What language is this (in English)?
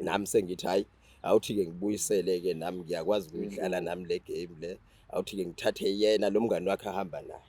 Zulu